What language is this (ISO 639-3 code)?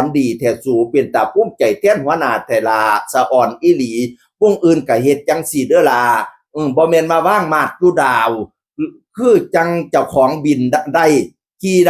tts